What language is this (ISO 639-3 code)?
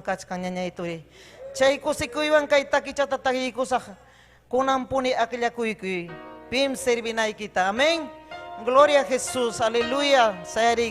quy